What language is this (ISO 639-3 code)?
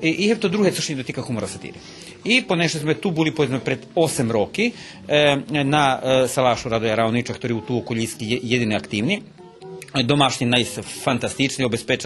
rue